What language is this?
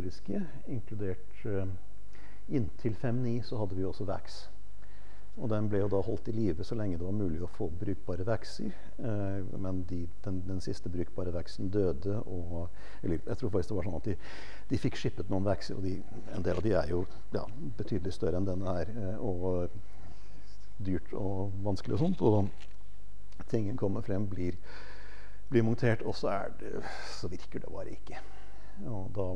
Norwegian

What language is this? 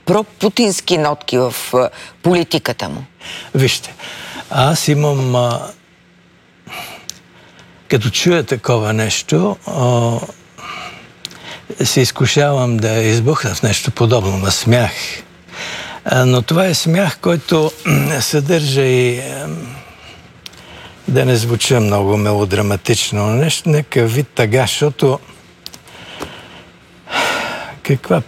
Bulgarian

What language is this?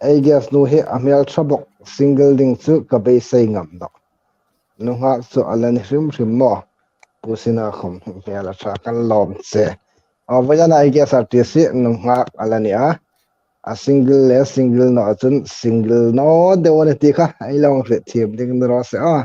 Hmar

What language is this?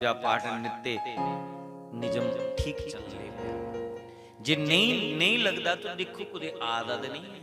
Dogri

